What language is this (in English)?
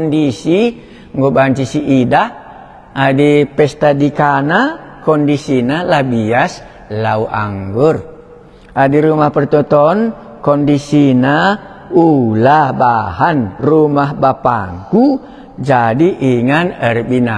Batak Karo